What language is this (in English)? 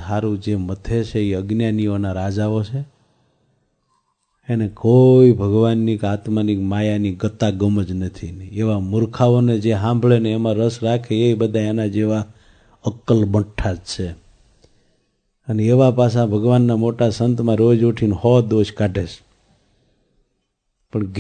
Gujarati